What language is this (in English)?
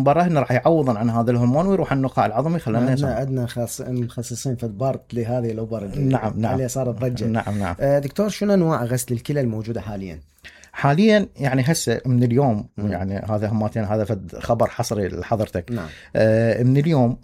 Mesopotamian Arabic